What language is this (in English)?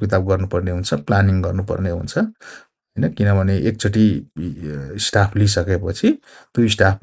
Nepali